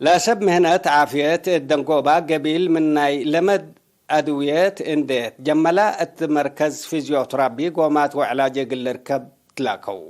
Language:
Tigre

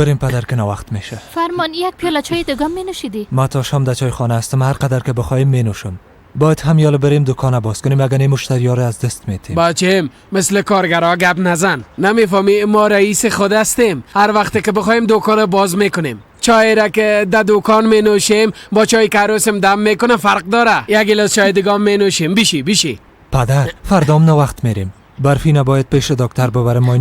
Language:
Persian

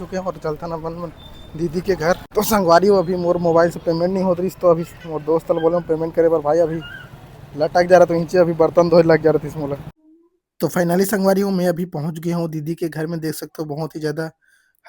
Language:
Chhattisgarhi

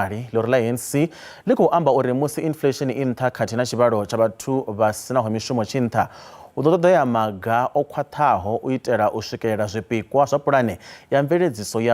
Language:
Venda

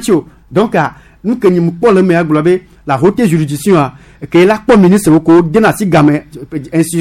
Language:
Gen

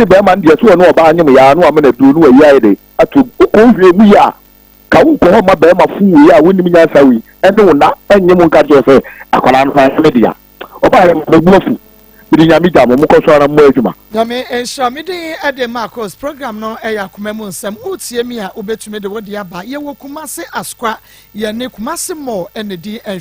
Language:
Akan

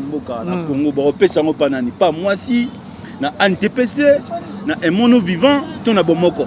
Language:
Lingala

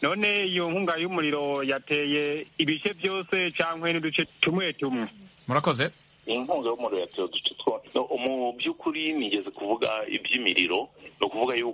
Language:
Kinyarwanda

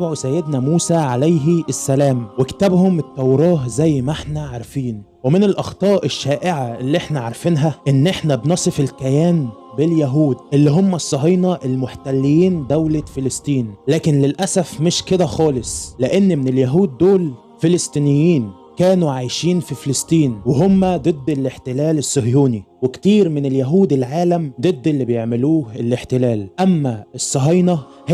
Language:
Egyptian Arabic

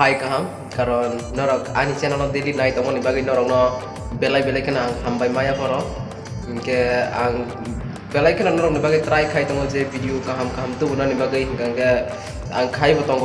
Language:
Kok Borok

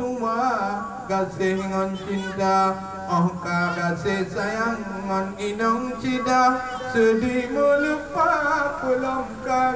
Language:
Achinese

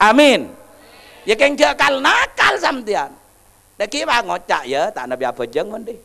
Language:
Madurese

